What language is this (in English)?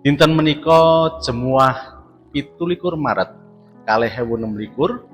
Javanese